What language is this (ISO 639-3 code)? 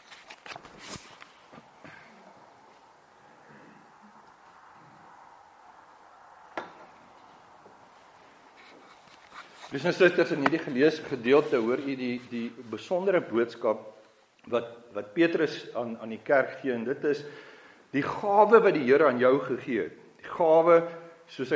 afr